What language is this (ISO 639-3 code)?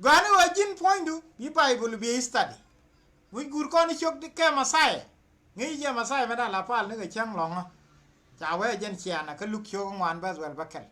nus